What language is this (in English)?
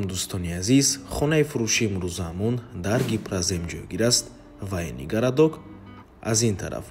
Tajik